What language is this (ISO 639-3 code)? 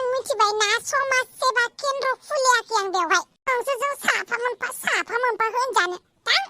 brx